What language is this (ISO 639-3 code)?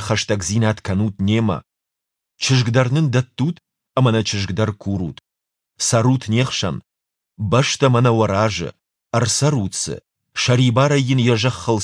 oss